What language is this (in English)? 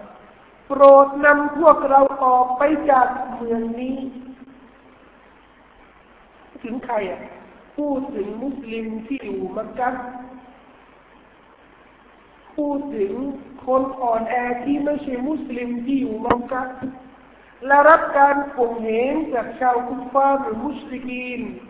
Thai